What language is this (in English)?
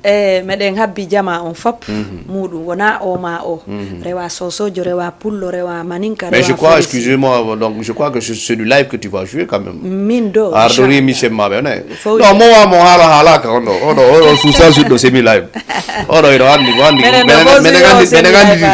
Fula